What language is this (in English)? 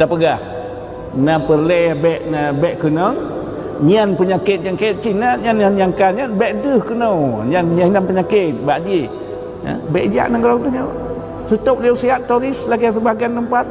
Achinese